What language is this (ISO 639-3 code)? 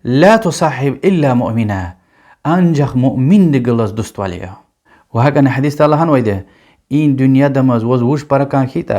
lez